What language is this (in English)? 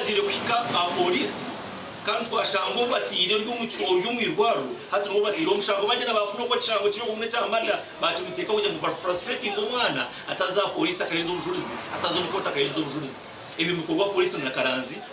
Nyankole